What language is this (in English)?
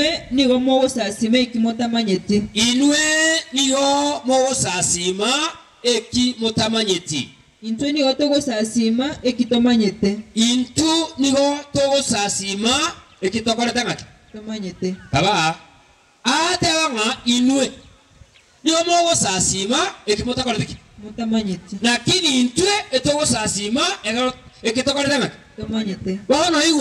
Gusii